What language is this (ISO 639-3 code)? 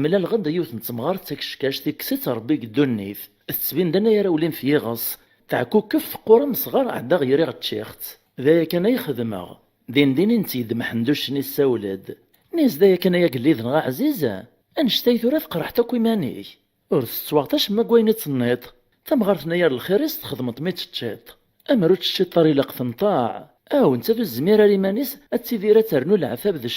kab